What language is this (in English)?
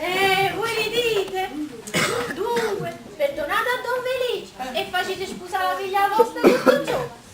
Neapolitan